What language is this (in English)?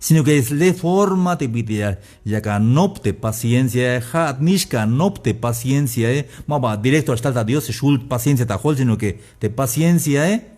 Tzeltal